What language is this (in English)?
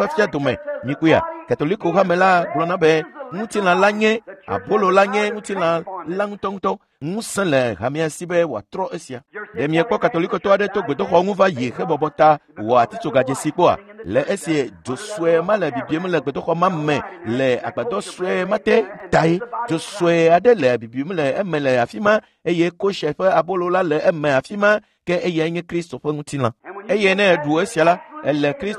Ewe